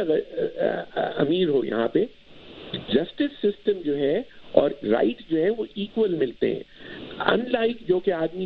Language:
Urdu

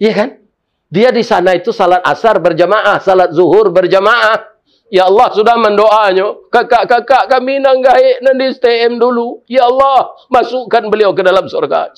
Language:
Minangkabau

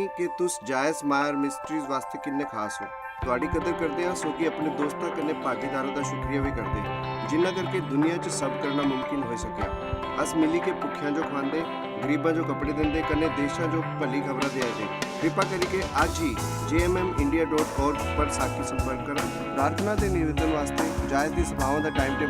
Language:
Dogri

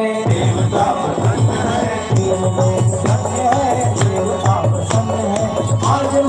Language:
Chhattisgarhi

